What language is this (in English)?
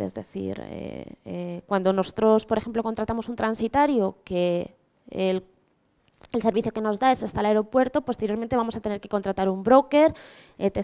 Spanish